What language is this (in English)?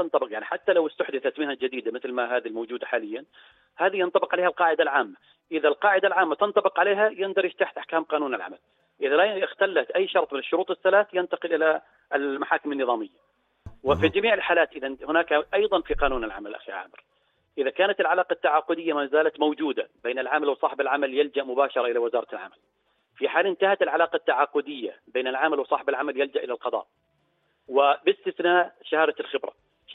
North Levantine Arabic